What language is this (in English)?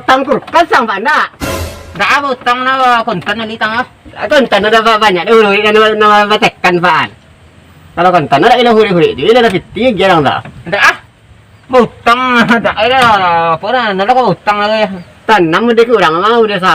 Minangkabau